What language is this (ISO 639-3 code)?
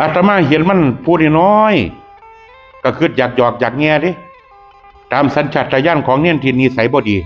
tts